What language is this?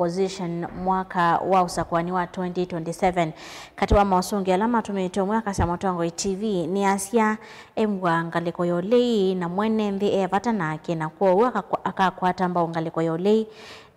Kamba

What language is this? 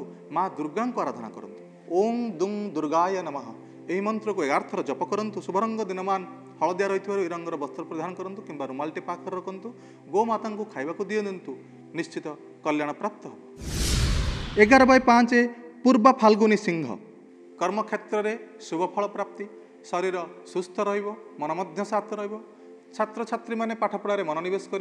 Odia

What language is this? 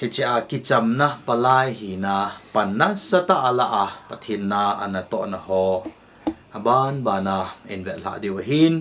Thado Chin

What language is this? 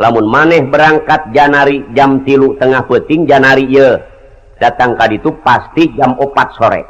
Sundanese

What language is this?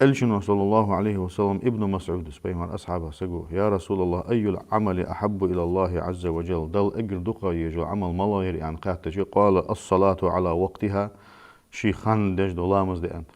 Ingush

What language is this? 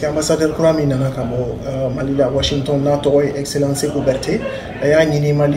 Bambara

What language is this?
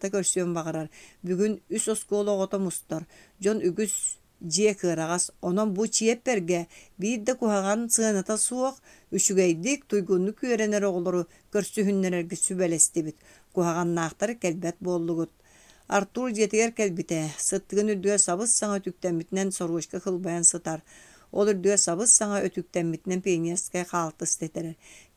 Yakut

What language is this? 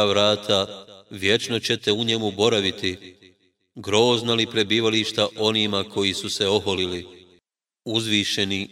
Bosnian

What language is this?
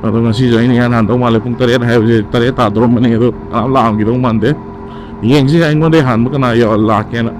Manipuri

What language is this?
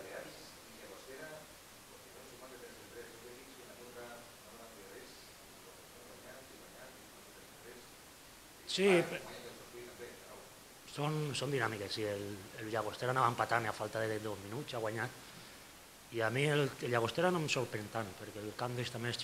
Catalan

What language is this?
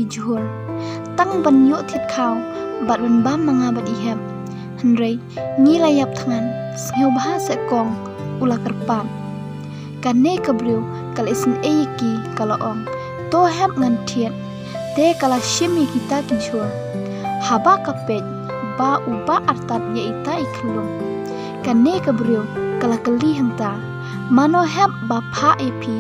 Khasi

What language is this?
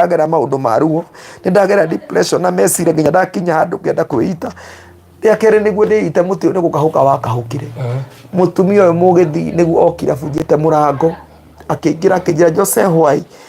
Kikuyu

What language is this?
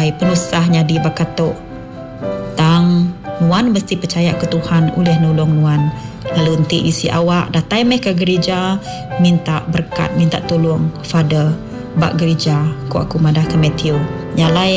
Iban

